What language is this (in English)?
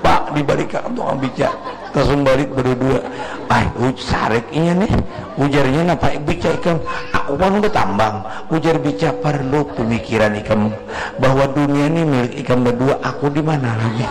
Banjar